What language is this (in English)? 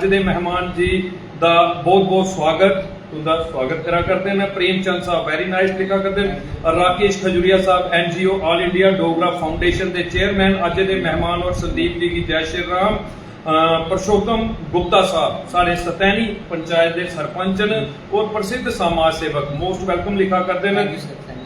Dogri